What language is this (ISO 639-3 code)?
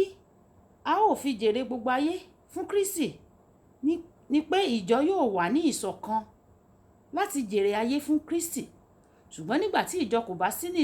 yor